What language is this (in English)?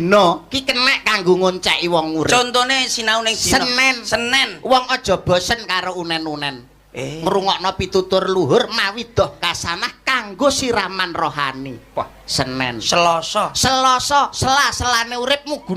Javanese